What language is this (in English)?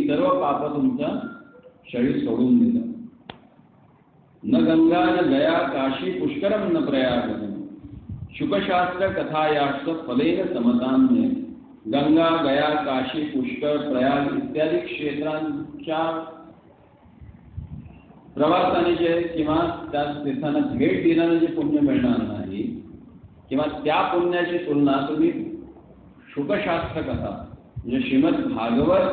Marathi